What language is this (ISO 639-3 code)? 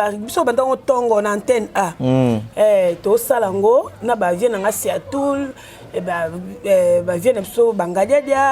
lin